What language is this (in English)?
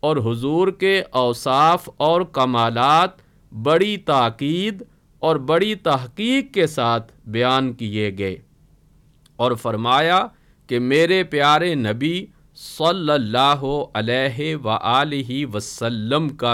Urdu